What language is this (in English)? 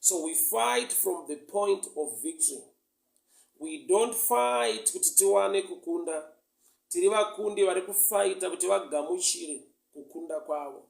Shona